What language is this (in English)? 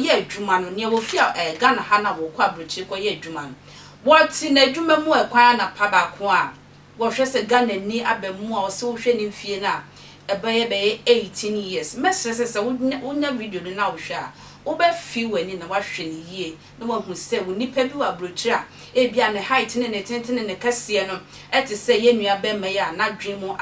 Akan